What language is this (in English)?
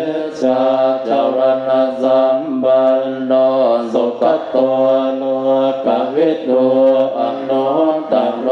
Pali